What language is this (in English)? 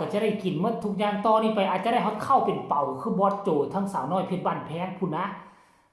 Northeastern Thai